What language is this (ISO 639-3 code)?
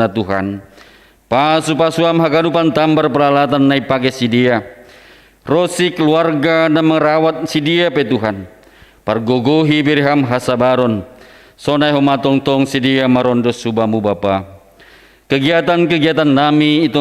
bts